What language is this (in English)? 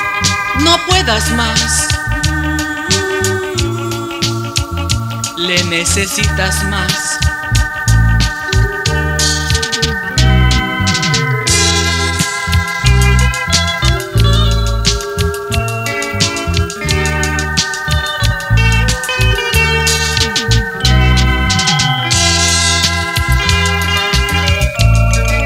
Spanish